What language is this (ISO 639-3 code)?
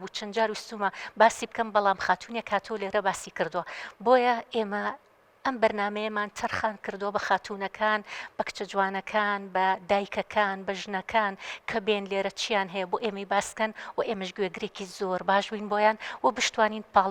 ckb